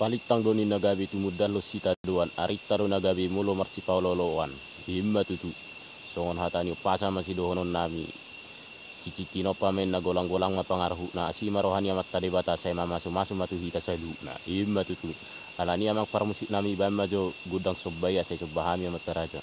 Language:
Batak Toba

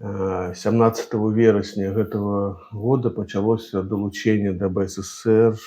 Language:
Belarusian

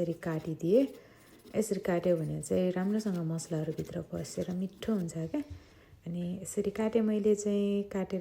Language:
Nepali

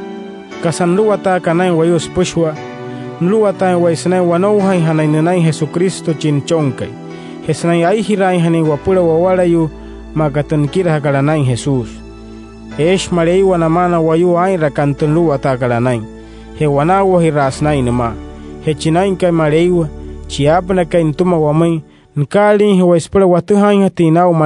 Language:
Wayuu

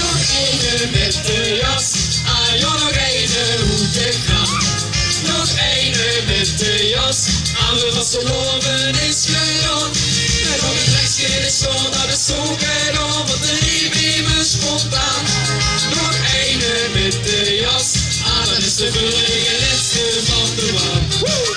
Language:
Limburgish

